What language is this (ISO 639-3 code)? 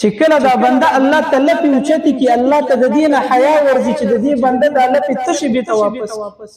pus